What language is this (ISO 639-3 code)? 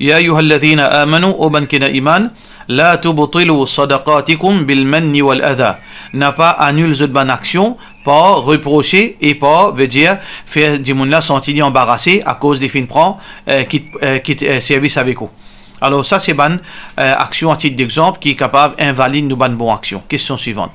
mfe